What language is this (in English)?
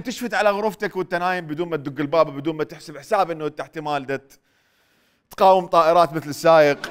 Mesopotamian Arabic